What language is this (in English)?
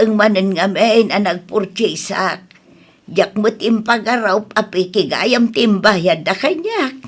Iloko